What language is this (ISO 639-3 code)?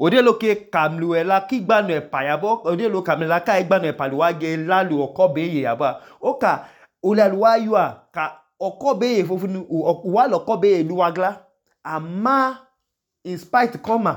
idu